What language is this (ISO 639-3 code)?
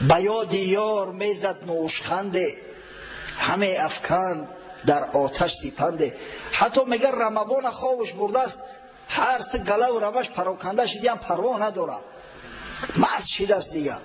tgk